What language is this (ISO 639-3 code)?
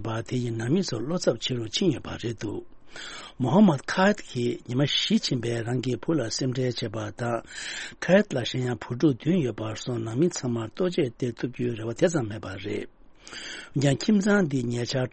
bod